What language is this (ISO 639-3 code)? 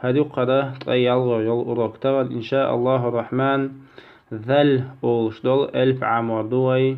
che